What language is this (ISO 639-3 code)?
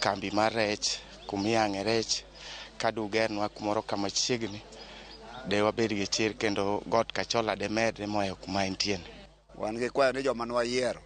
luo